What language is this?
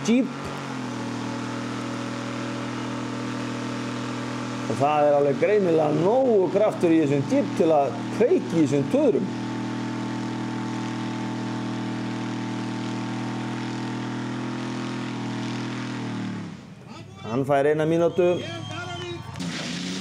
Icelandic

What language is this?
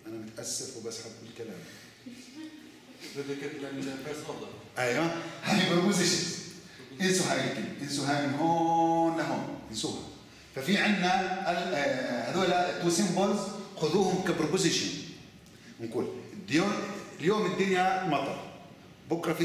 South Levantine Arabic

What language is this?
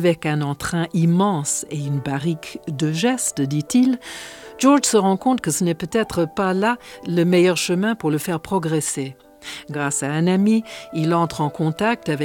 French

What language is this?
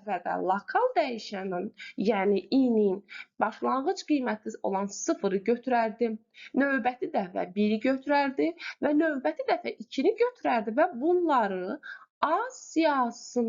Azerbaijani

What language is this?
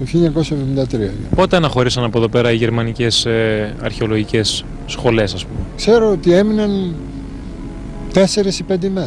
Greek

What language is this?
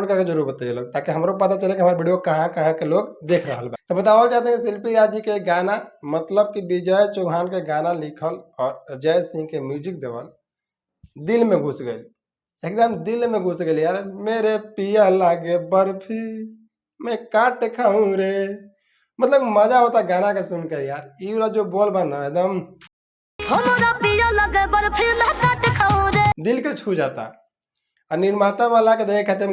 Bhojpuri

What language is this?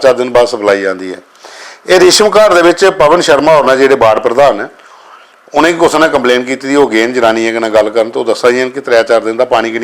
Dogri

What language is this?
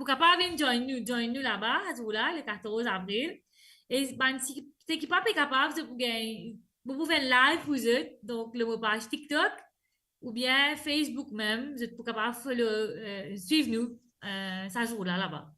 Morisyen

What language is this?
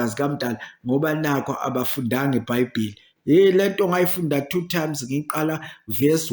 Zulu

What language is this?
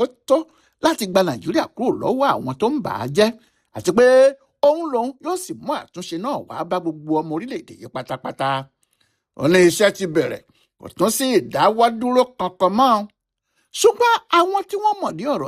Yoruba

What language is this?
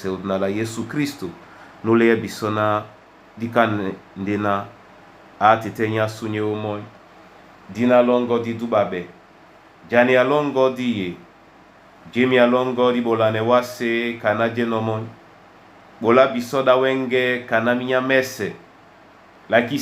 Duala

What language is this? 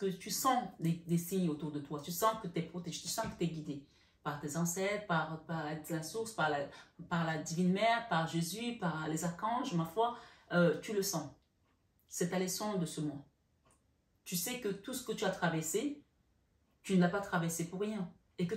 French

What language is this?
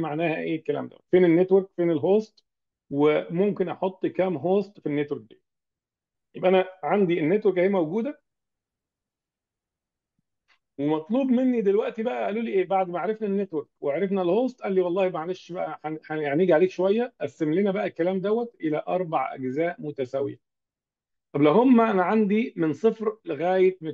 Egyptian Arabic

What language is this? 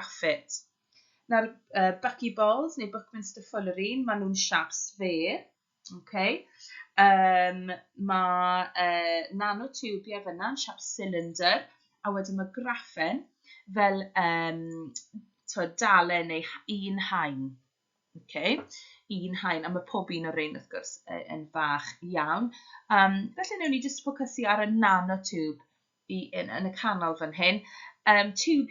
Welsh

